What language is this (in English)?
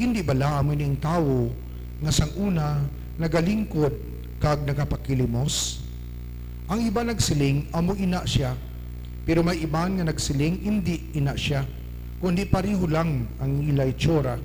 Hiligaynon